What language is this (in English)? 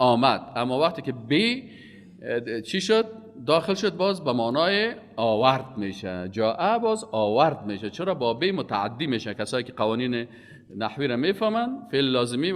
Persian